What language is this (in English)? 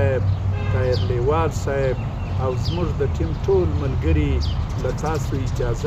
Pashto